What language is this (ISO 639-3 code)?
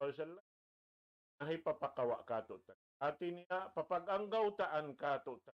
tsg